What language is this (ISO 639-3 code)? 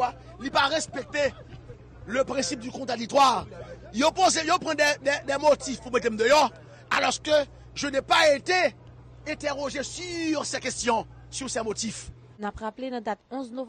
hat